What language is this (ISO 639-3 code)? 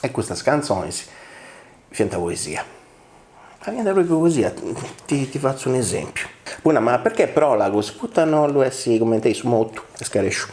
srd